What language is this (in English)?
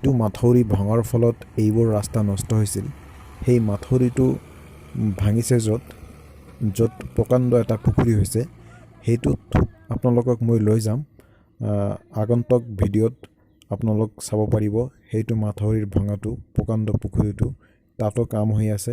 Assamese